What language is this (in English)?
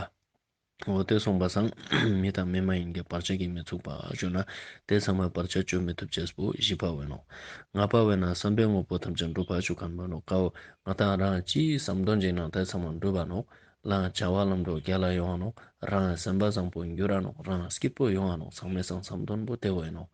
Ladakhi